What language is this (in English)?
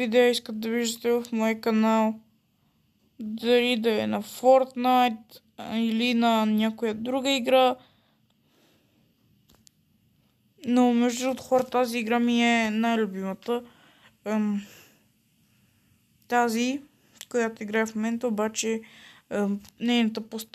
Bulgarian